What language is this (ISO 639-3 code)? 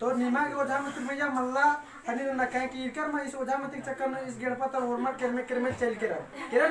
kru